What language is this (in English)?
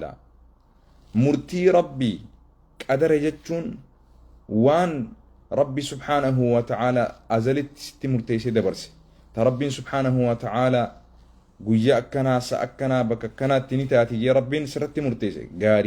Oromo